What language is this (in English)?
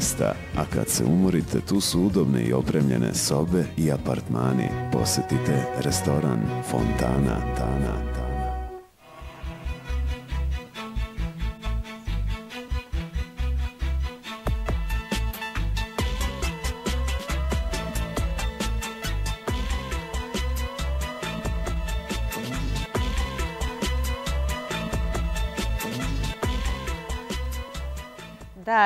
Serbian